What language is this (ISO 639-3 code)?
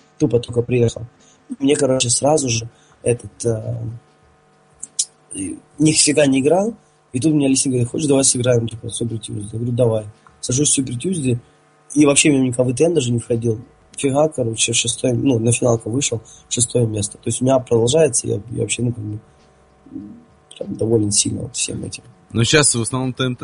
rus